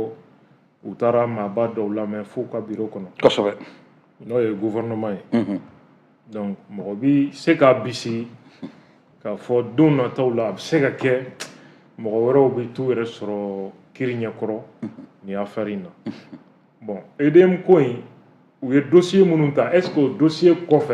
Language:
Bambara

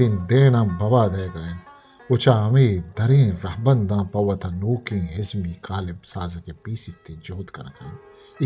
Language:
Eastern Balochi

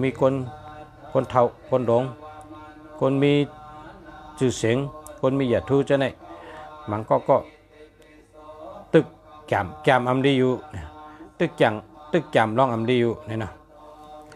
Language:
Shan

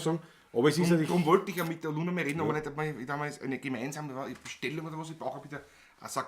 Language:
Bavarian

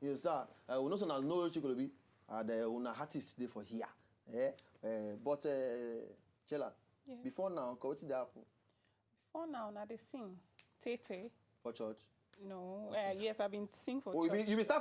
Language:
Nigerian Pidgin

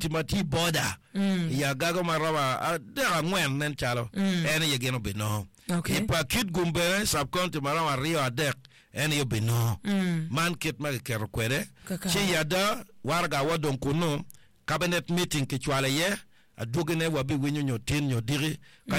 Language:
Acoli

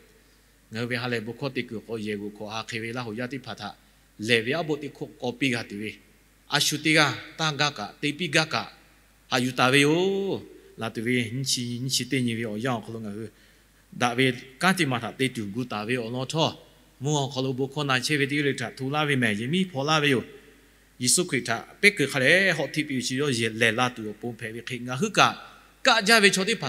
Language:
Lahu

